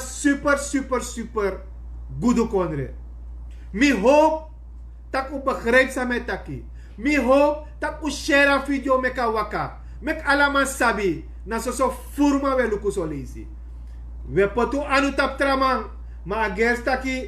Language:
Sranan Tongo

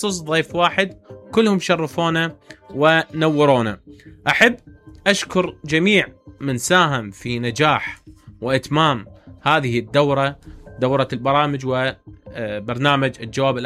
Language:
Mesopotamian Arabic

